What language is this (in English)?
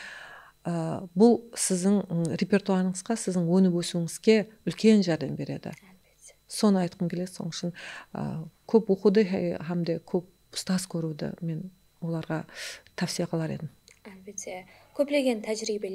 Kara-Kalpak